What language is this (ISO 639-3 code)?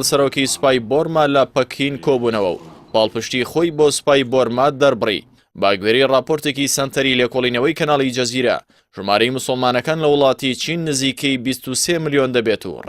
ckb